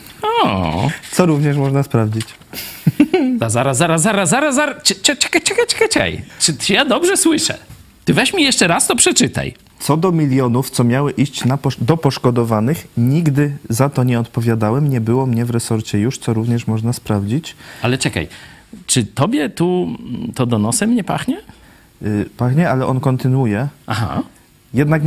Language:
Polish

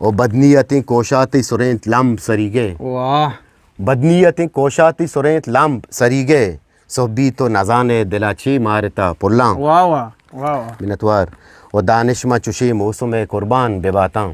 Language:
Eastern Balochi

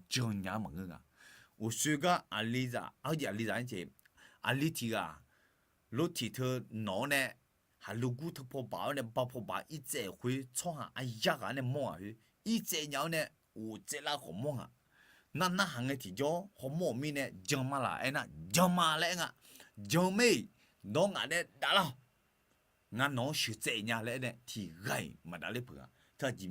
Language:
Akha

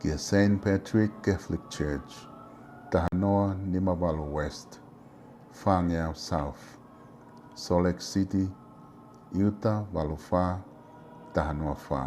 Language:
Tongan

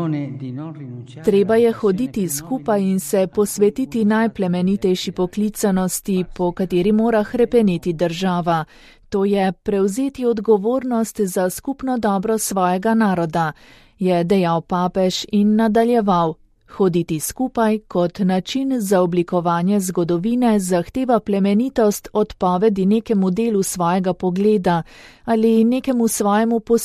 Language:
Slovenian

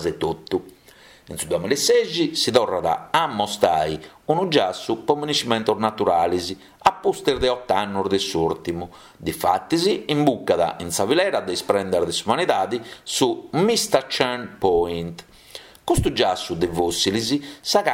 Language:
Sardinian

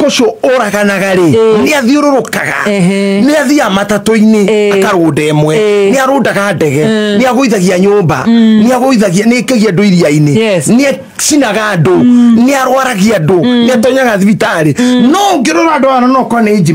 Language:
Kikuyu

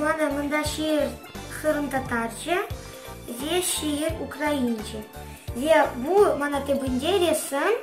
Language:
Crimean Tatar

